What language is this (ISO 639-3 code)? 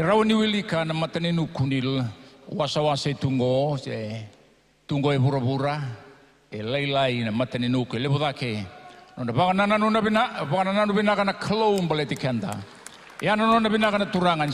fij